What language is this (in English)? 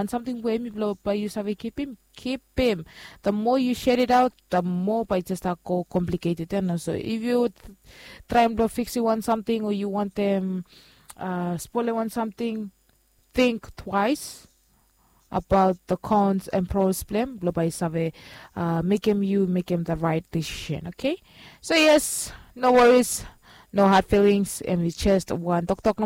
Bislama